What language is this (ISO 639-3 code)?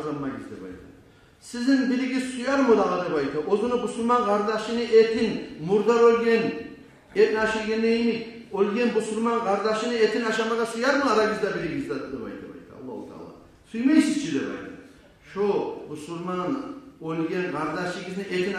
kum